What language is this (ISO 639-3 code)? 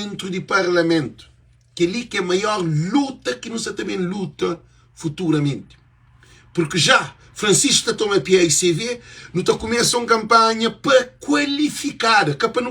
kea